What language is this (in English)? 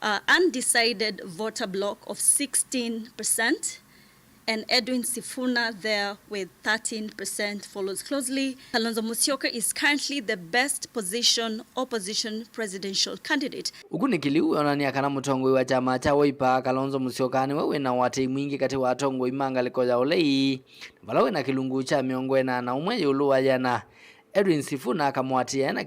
Kamba